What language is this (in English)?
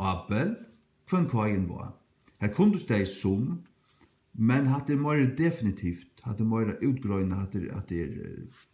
Faroese